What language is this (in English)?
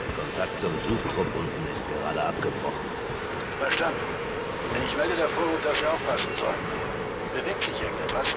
Swiss German